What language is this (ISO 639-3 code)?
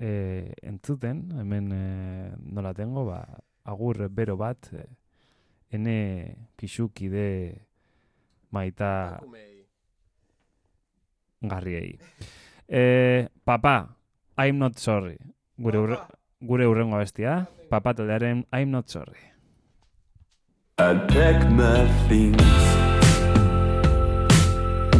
eus